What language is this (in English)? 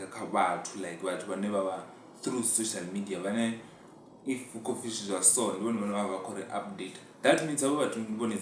Venda